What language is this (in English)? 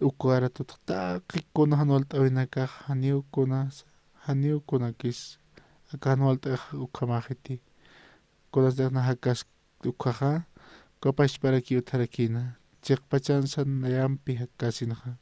Aymara